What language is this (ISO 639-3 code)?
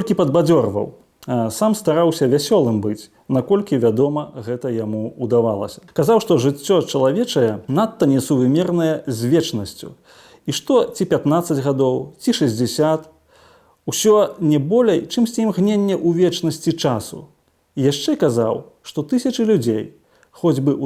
bel